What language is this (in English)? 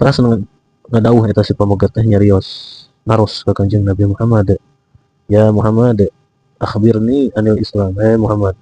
Sundanese